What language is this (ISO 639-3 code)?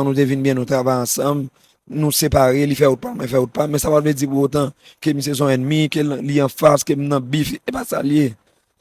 hat